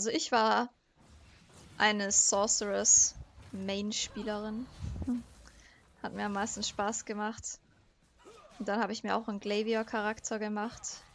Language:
German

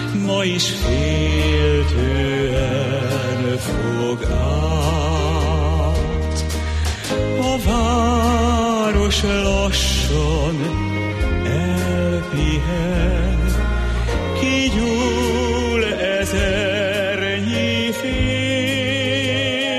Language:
Hungarian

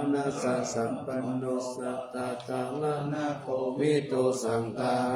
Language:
Pali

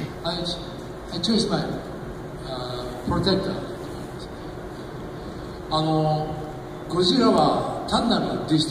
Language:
Japanese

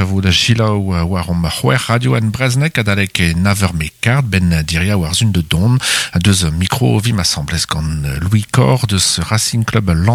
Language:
Breton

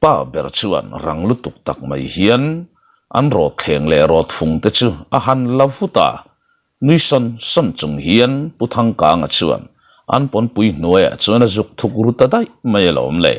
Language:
Mizo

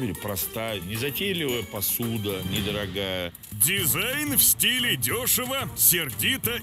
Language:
Russian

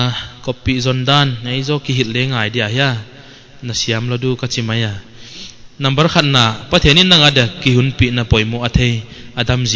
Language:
Paite Chin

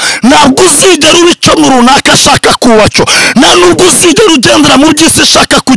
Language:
Kinyarwanda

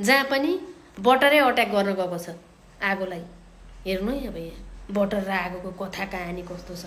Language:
Nepali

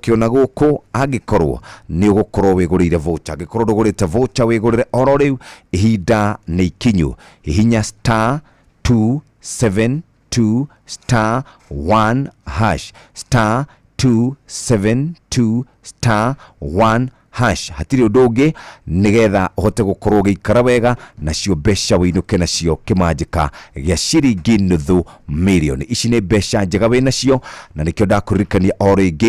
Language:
Kikuyu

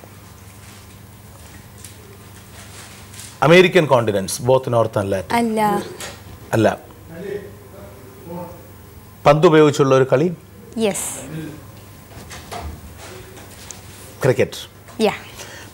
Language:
Malayalam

